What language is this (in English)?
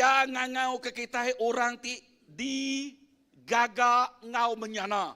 Iban